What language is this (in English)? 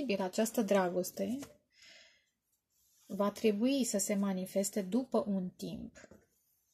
Romanian